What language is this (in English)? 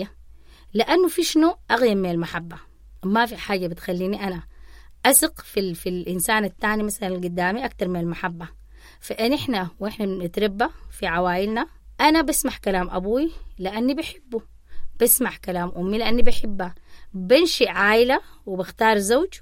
Sudanese Arabic